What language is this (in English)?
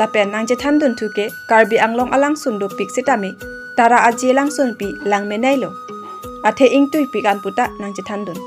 Karbi